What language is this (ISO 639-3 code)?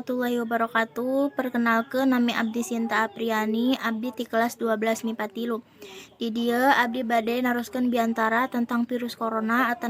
sun